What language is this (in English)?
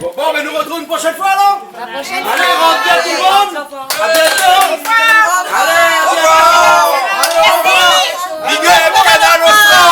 Réunion Creole French